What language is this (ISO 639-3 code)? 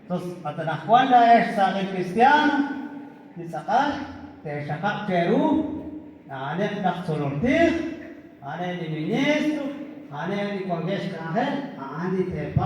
kek